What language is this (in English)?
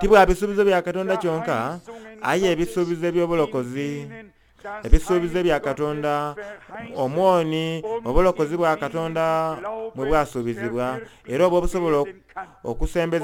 Soga